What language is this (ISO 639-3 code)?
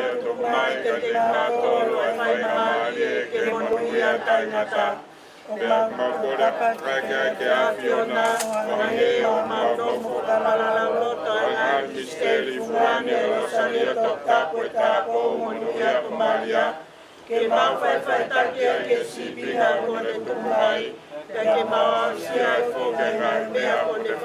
ton